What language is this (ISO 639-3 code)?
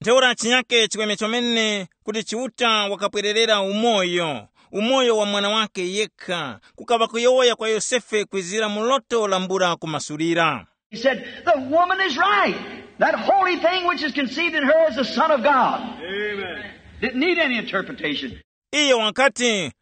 tum